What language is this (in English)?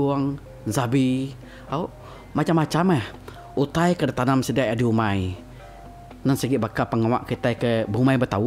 Iban